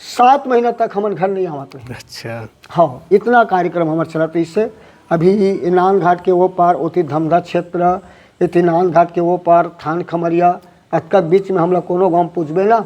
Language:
Chhattisgarhi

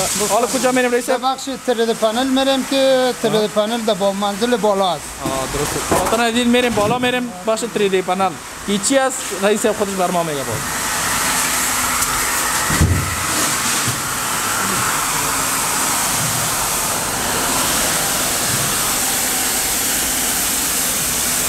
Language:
Persian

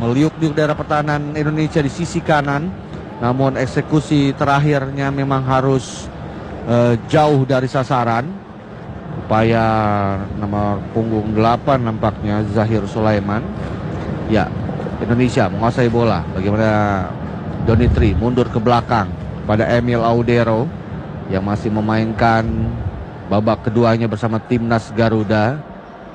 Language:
Indonesian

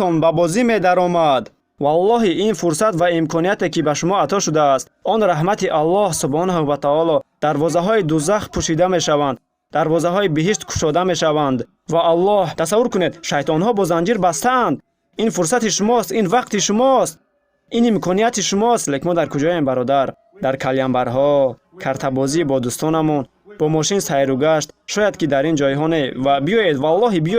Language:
Tajik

